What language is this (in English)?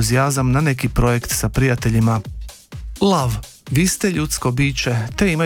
Croatian